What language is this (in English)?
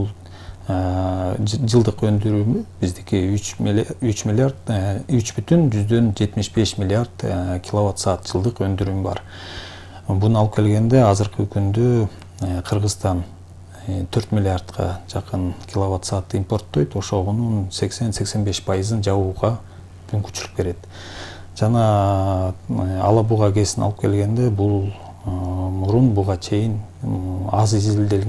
Kyrgyz